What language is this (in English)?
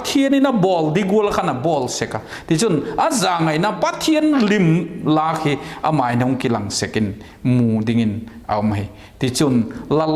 Vaiphei